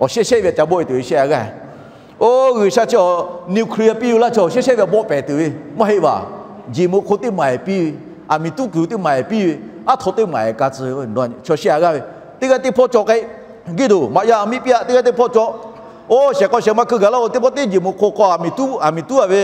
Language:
Lahu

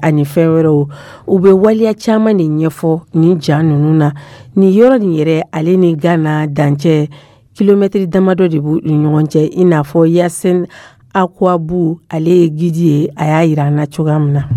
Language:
Dyula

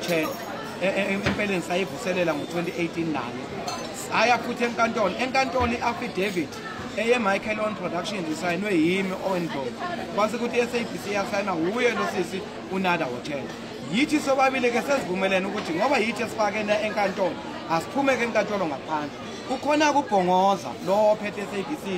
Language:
Zulu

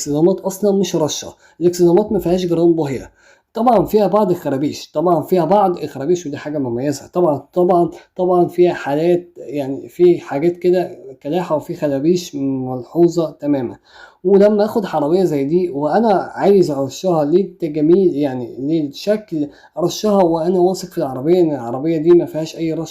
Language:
Egyptian Arabic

